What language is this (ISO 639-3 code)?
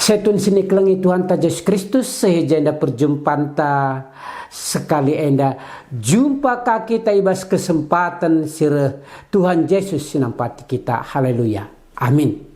btx